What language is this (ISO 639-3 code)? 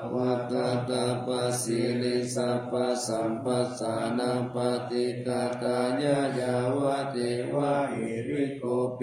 pli